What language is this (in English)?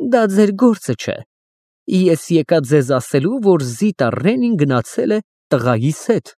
Armenian